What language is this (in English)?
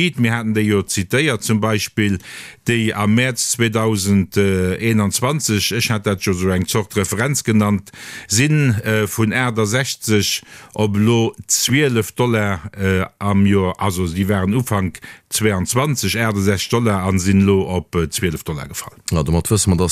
Luxembourgish